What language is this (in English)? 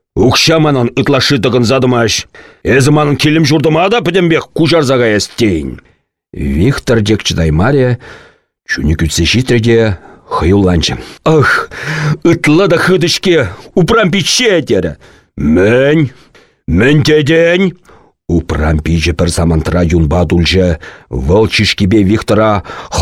Chuvash